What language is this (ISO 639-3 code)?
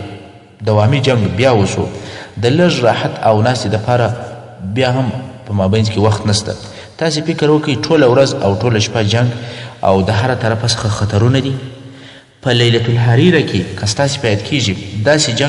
pus